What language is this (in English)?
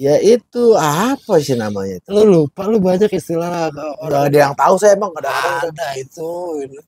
Betawi